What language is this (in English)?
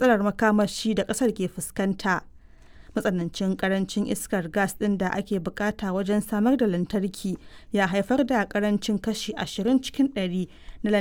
Hausa